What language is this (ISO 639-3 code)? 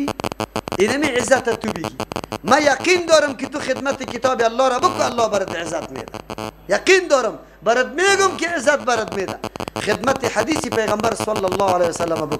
fas